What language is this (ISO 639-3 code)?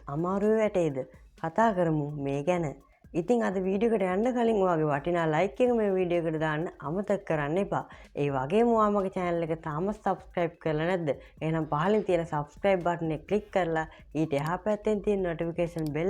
sin